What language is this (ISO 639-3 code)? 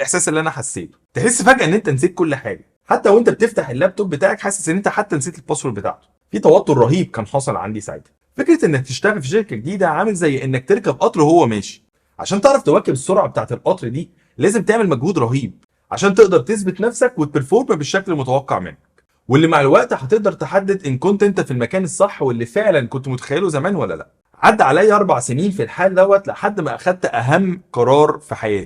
arz